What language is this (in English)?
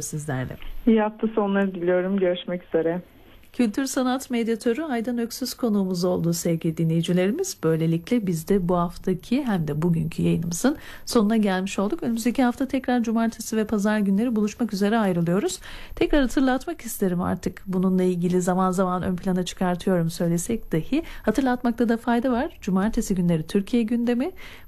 Turkish